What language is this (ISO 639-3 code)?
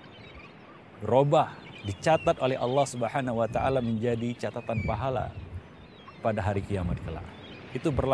ind